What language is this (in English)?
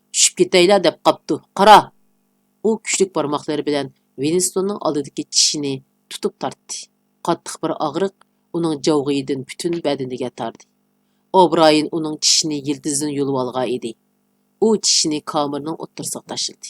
Uyghur